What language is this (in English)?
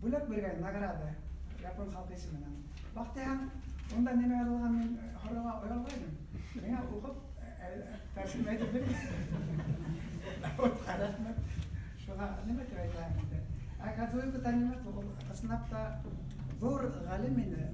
Bashkir